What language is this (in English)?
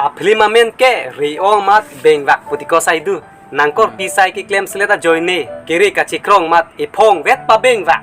Karbi